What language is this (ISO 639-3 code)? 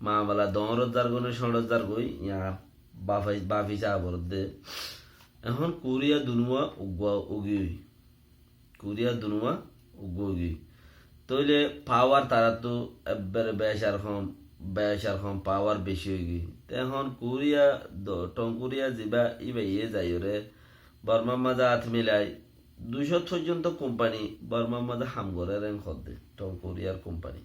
rhg